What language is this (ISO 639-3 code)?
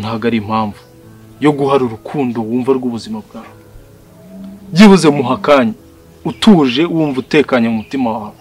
kin